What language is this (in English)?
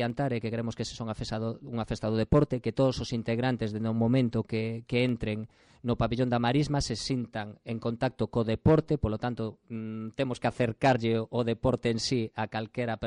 Galician